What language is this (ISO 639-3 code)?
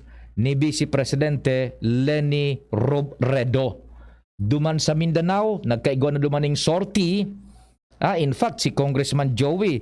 bik